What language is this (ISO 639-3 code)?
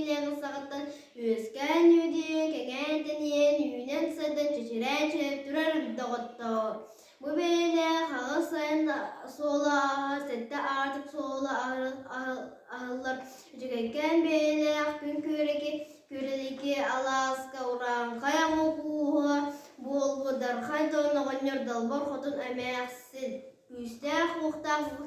sah